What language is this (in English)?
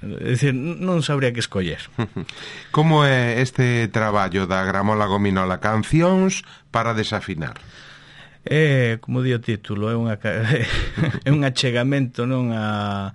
Galician